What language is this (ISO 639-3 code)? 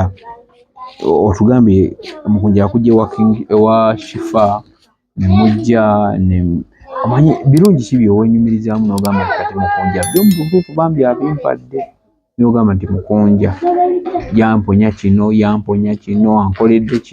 lug